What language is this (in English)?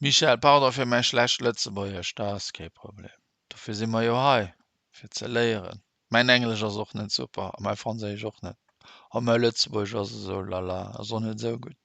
Luxembourgish